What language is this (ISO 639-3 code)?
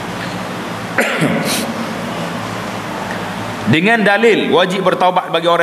msa